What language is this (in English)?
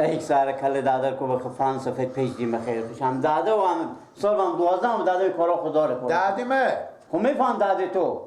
Persian